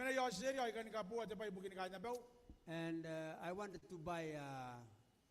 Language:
Gilbertese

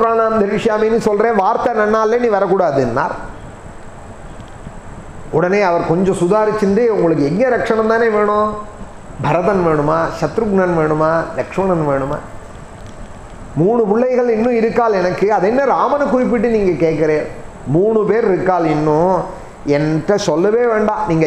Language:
Tamil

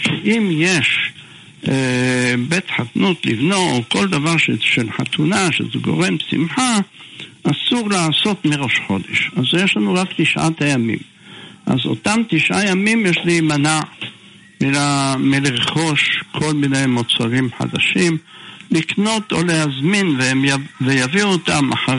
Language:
Hebrew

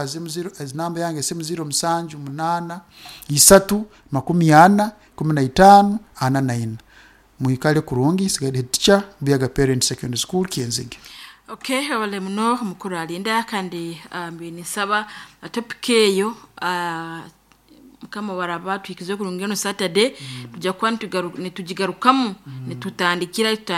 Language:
Nyoro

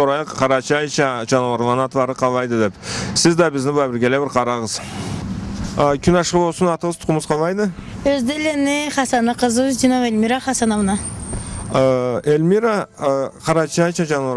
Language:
Karachay-Balkar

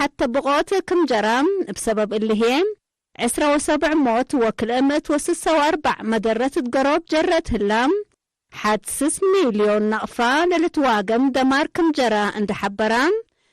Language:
Tigre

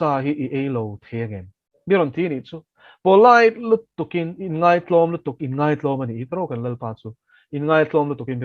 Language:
Mizo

